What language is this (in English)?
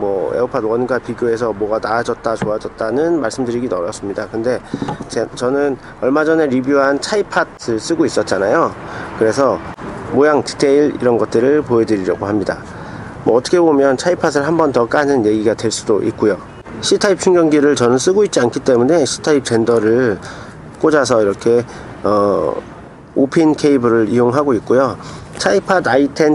Korean